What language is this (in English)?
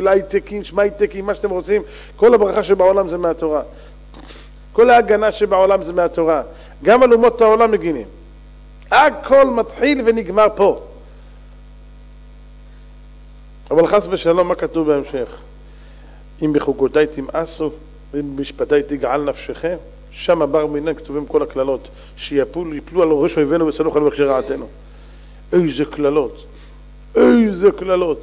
Hebrew